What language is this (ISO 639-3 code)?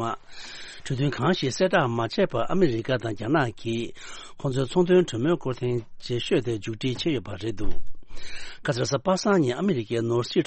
bod